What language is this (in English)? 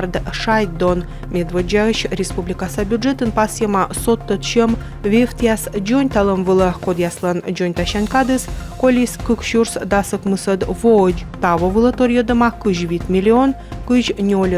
Komi